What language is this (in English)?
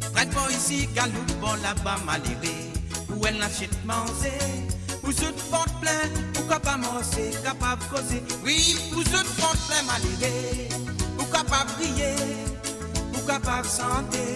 Morisyen